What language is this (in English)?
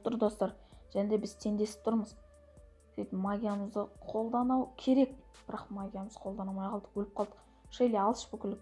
Kazakh